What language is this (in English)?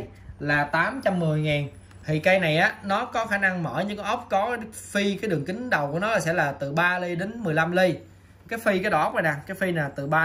Vietnamese